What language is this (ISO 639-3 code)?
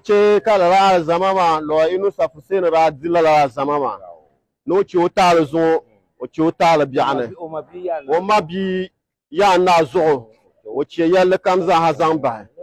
dag